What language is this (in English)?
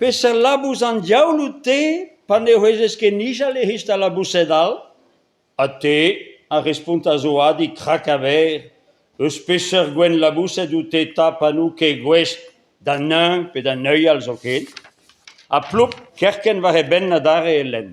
Breton